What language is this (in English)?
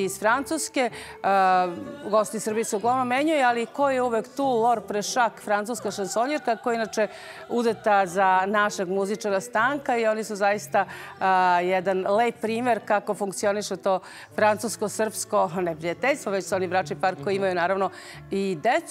Serbian